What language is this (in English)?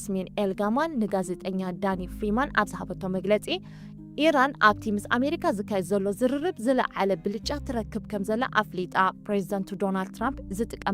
Tigrinya